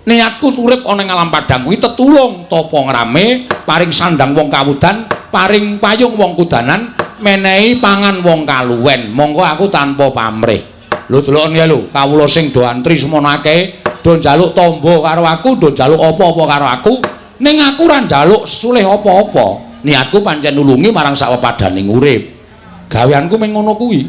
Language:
Javanese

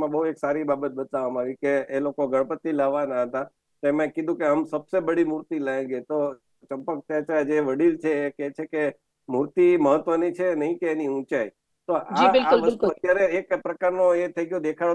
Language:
Gujarati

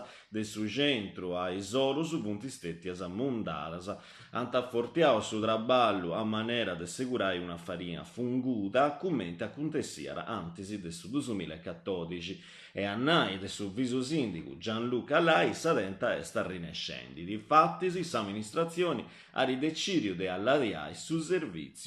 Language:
Sardinian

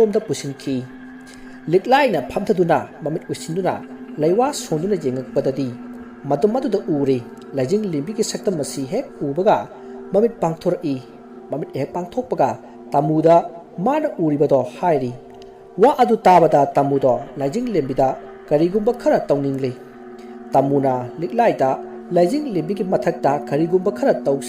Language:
Manipuri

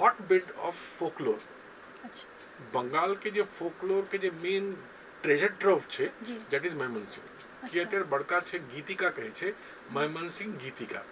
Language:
Maithili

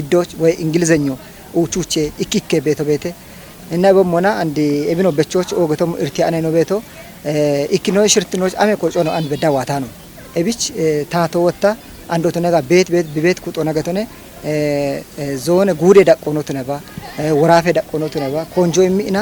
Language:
Kafa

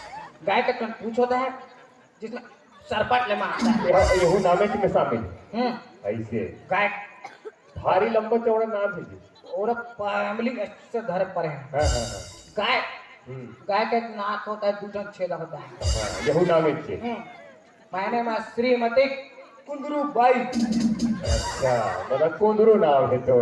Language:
Chhattisgarhi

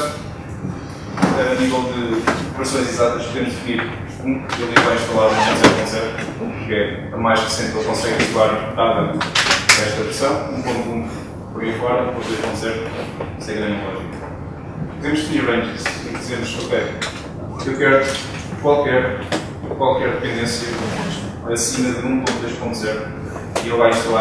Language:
Portuguese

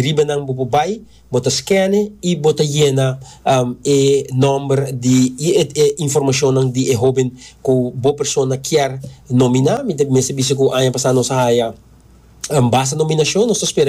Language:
Papiamento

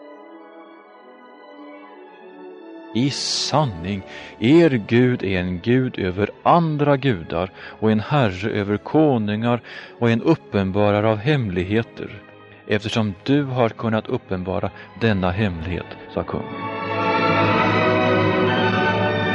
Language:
Swedish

